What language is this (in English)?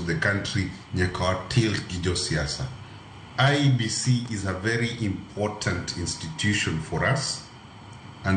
Luo (Kenya and Tanzania)